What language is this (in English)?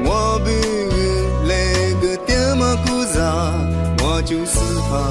Lisu